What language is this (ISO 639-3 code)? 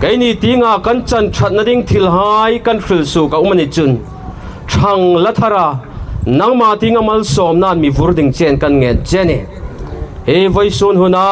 hmr